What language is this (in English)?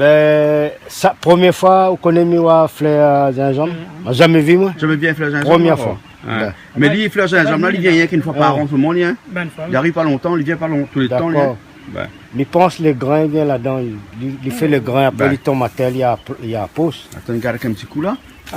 Réunion Creole French